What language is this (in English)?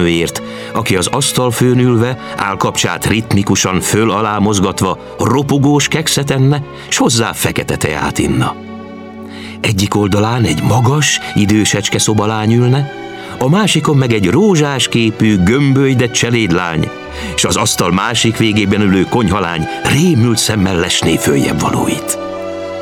Hungarian